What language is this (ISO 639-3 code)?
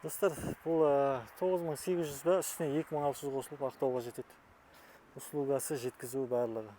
kaz